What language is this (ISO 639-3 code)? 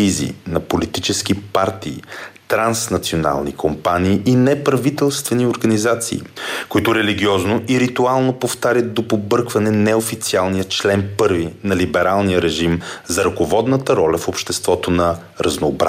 bul